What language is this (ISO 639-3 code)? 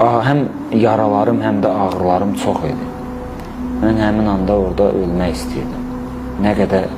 aze